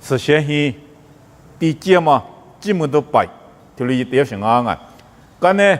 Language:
Lisu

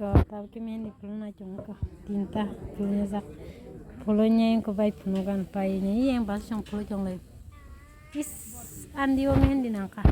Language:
Kok Borok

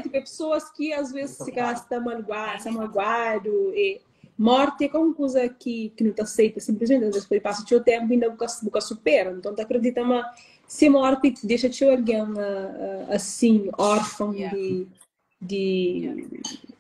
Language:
Kabuverdianu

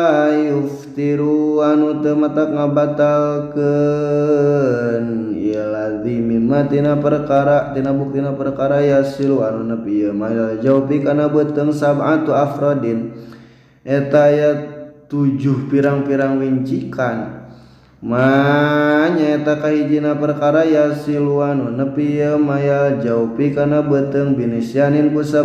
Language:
Sundanese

